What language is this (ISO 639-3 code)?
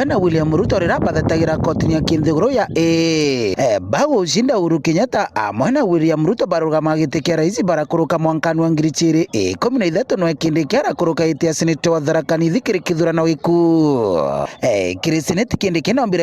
mer